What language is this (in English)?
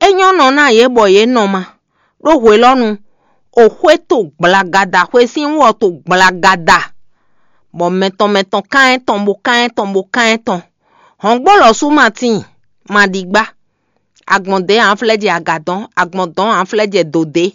Fon